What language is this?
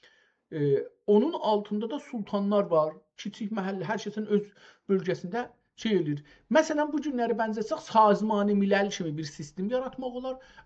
South Azerbaijani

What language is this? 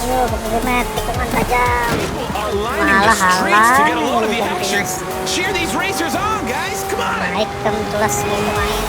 Banjar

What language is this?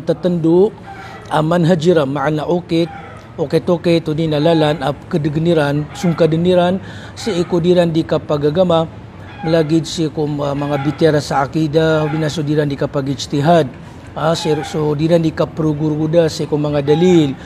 Maranao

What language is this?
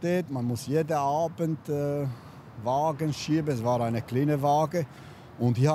Swiss German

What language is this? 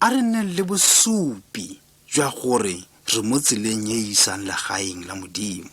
Tswana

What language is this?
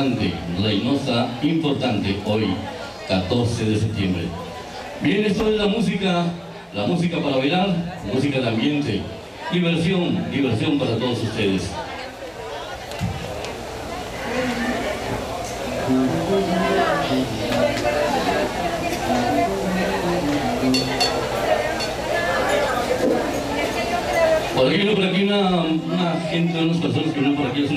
Spanish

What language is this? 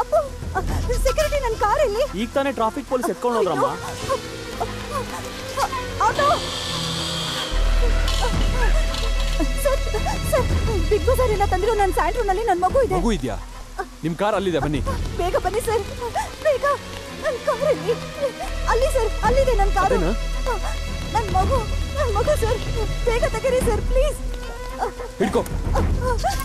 Kannada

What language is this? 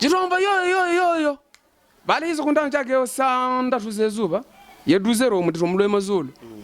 Havu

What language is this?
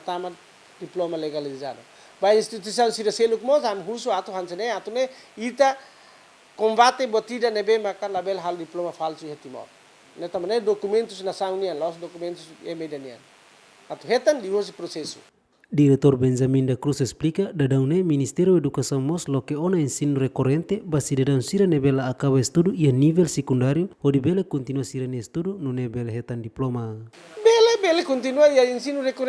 Tetum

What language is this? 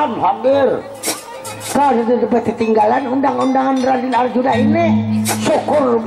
Banjar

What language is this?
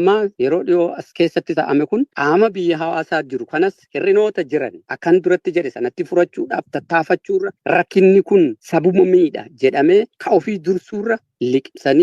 Oromo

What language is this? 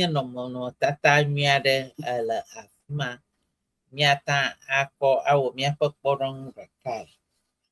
Ewe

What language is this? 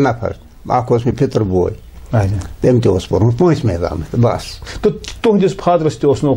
Kashmiri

